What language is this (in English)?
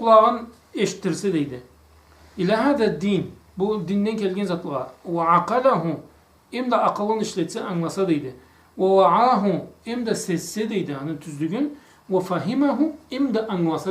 Karachay-Balkar